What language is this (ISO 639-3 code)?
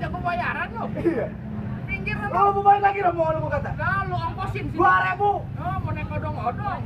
bew